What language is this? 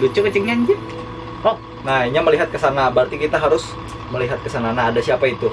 Banjar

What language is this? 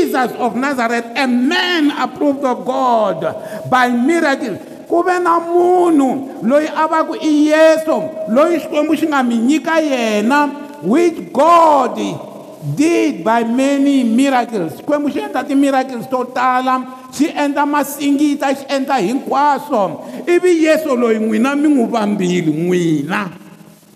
Tsonga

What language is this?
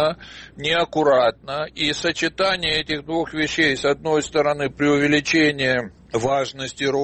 Russian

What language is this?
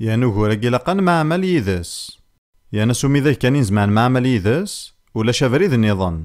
Kabyle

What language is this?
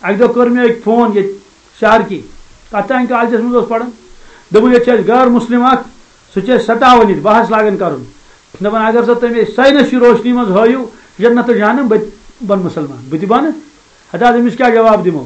Kashmiri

